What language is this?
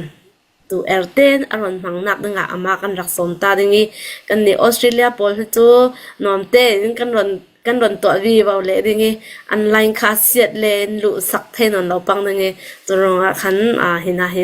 Hakha Chin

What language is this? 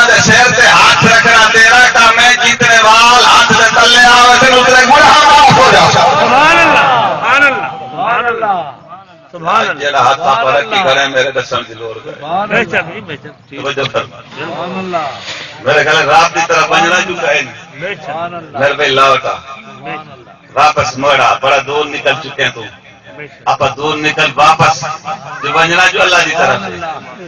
Saraiki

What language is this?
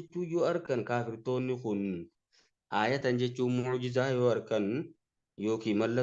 Oromo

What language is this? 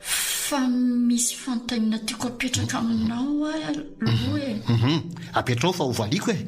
Malagasy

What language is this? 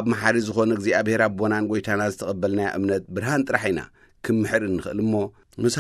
Tigrinya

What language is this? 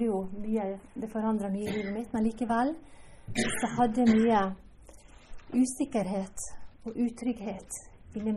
Norwegian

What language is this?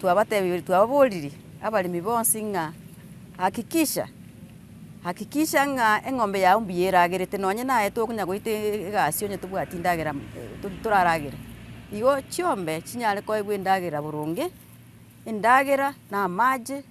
Gusii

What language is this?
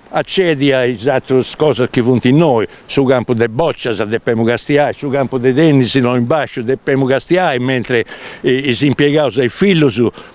Sardinian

